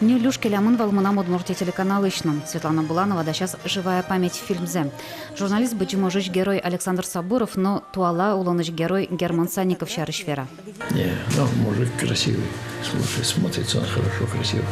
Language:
Udmurt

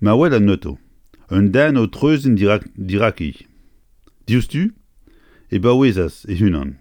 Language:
Breton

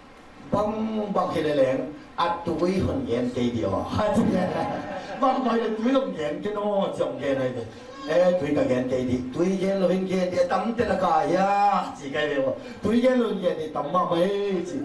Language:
Thai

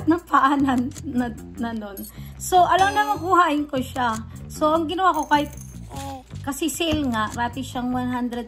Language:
Filipino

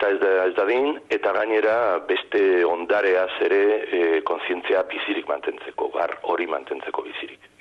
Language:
Basque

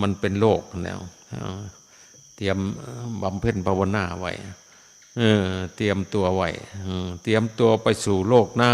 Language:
Northeastern Thai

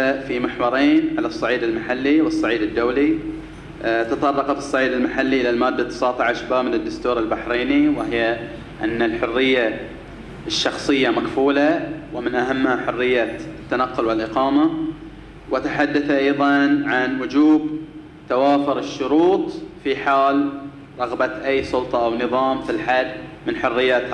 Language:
Arabic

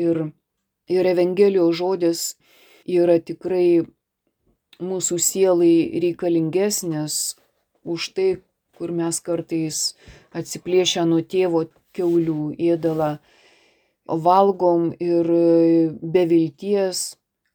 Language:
Lithuanian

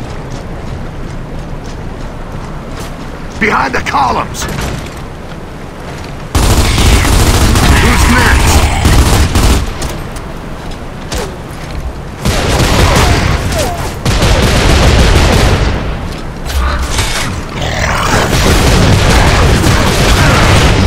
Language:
English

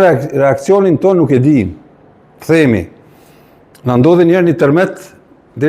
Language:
Albanian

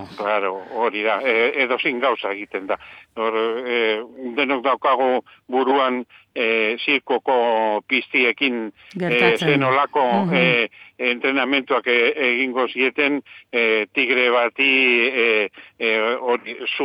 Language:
Basque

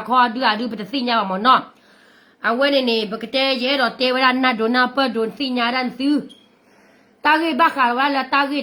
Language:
S'gaw Karen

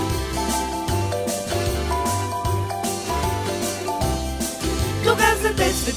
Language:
Bulgarian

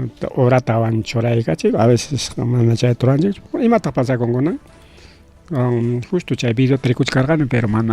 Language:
Ayacucho Quechua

